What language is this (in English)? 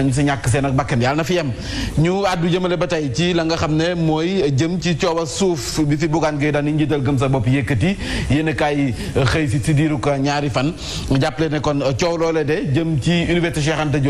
Wolof